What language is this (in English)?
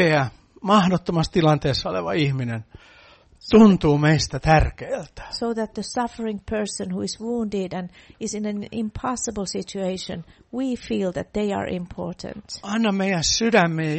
Finnish